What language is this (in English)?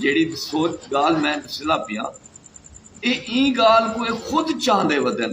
Saraiki